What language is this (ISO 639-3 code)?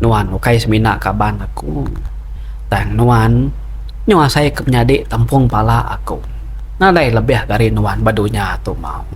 iba